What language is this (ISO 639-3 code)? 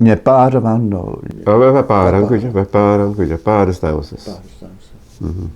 gle